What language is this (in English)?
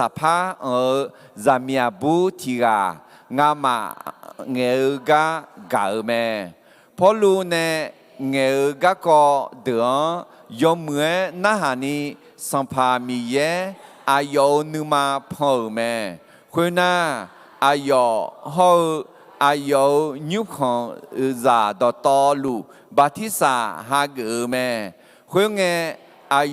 Akha